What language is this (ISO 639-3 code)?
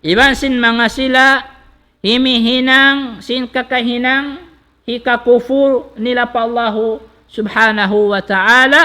tsg